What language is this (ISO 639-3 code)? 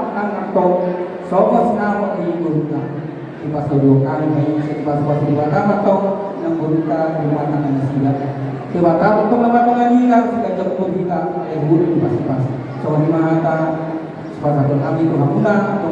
bbc